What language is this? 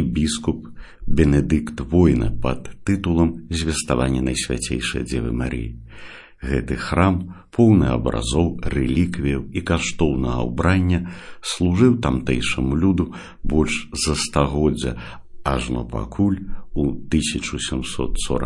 Belarusian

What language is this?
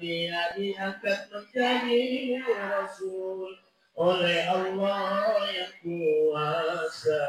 Buginese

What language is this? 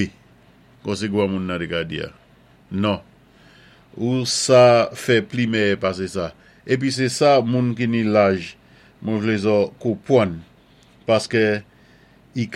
Saint Lucian Creole French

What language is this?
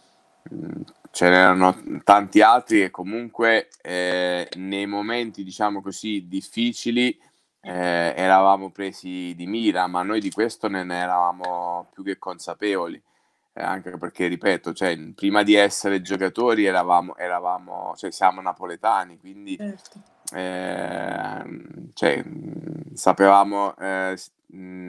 Italian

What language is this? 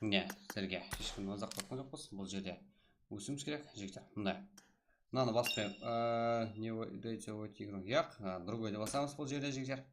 Kara-Kalpak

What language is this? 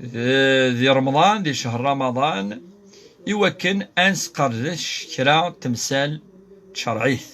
Kabyle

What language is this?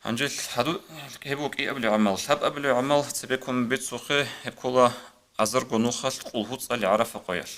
Avaric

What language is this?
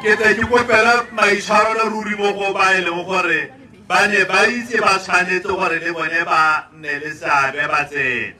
Tswana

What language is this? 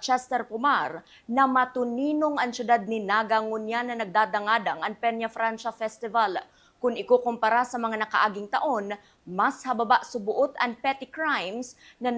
Bikol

